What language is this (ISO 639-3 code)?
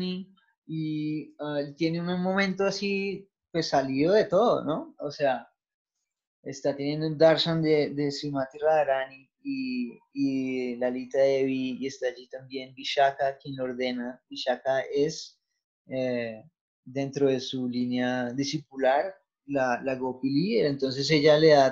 spa